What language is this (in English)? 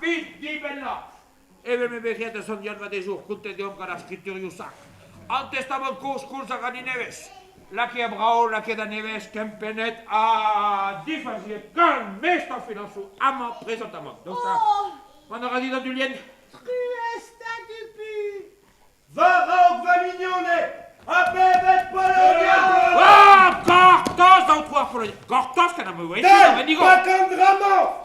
Breton